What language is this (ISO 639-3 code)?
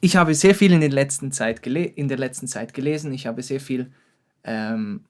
gsw